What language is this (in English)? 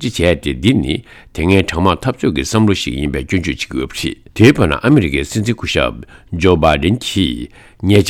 Tibetan